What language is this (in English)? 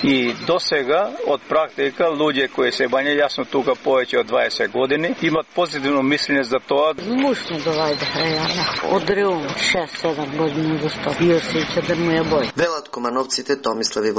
Macedonian